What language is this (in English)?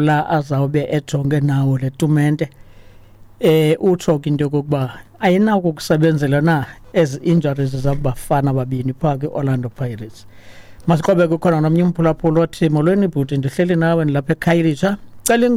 Xhosa